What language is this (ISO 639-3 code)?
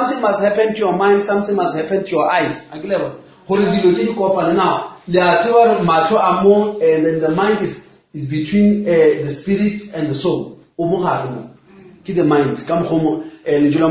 nso